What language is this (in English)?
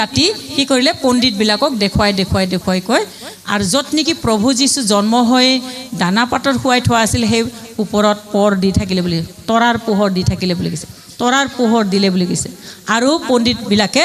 Assamese